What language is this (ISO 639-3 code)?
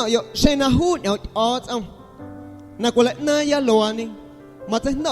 amu